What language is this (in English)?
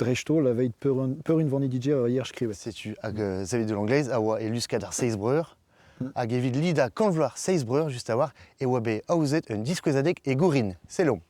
Breton